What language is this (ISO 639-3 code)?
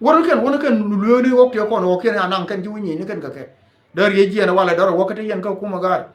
nus